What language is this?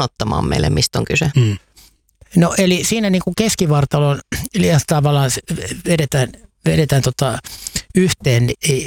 Finnish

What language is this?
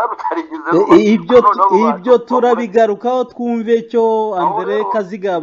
Kinyarwanda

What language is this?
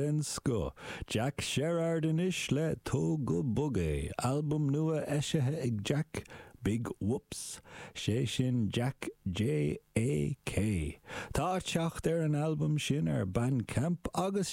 Irish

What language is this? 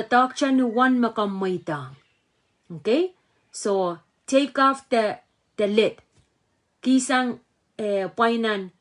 Pohnpeian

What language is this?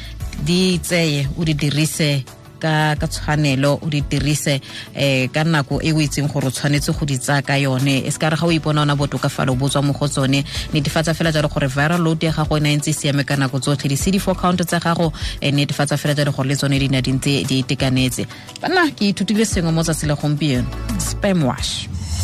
Tswana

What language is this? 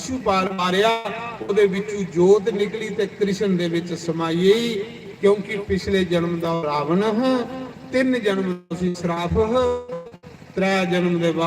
Dogri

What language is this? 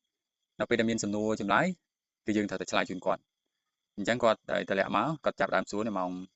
Khmer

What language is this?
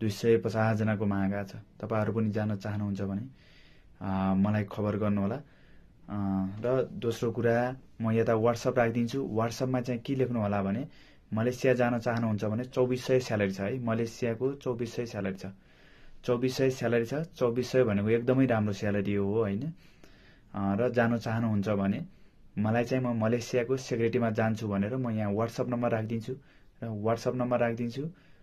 Nepali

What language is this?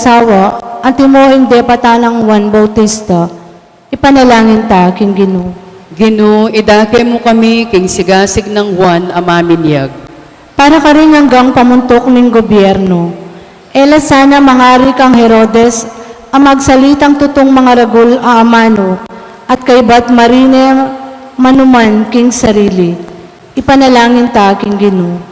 Pampanga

